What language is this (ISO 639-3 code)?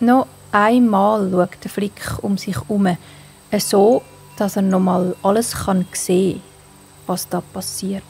gsw